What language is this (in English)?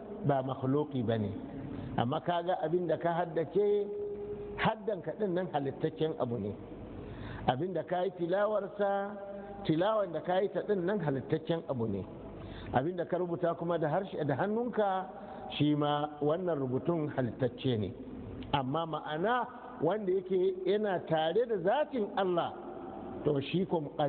Hausa